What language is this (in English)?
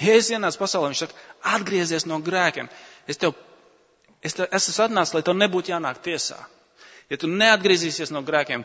Latvian